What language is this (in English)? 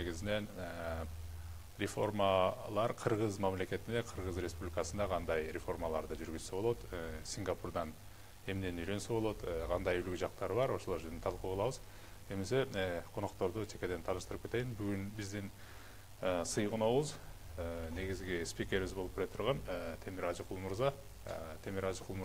Kyrgyz